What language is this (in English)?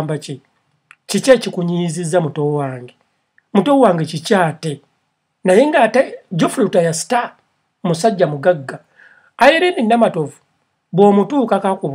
Ganda